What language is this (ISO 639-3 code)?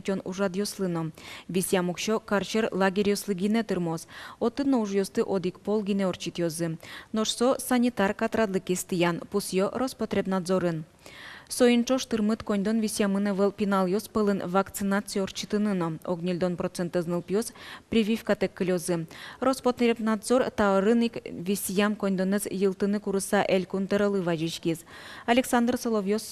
udm